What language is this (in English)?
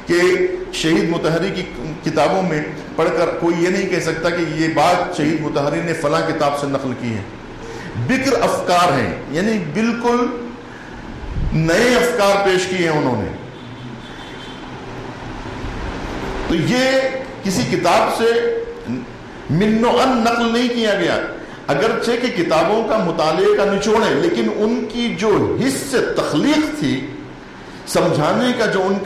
Urdu